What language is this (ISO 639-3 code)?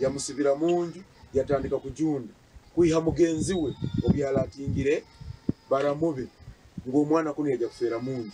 nyn